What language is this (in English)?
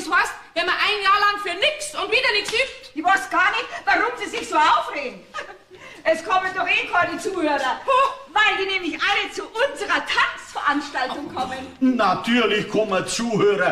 Bavarian